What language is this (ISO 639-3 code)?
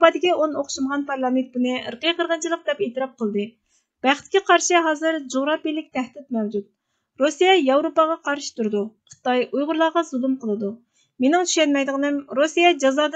uig